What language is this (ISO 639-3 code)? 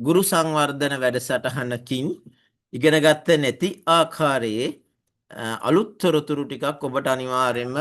sin